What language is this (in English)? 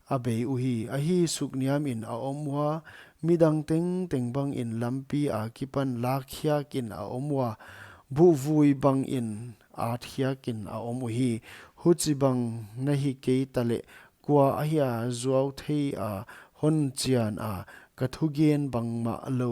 Paite Chin